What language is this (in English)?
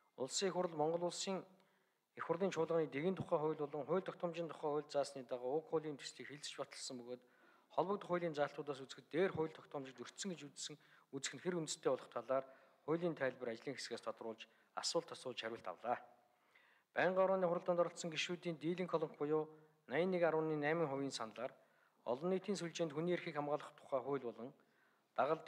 Mongolian